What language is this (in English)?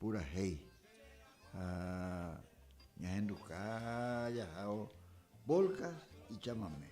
Guarani